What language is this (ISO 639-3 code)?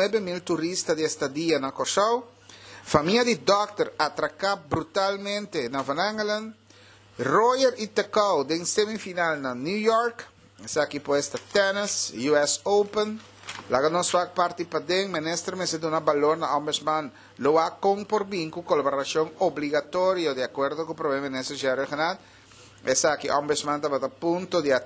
pap